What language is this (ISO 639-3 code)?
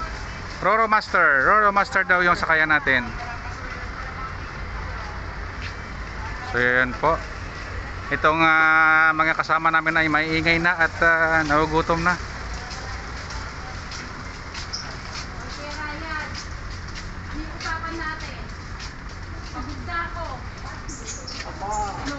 fil